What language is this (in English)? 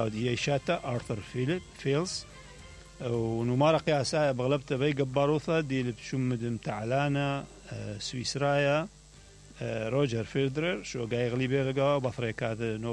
Mesopotamian Arabic